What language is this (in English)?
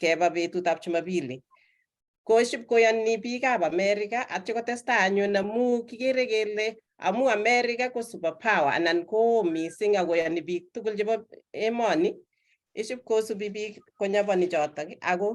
Kalenjin